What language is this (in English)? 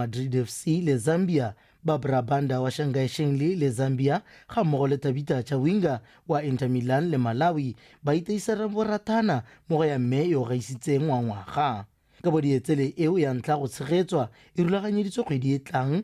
Tswana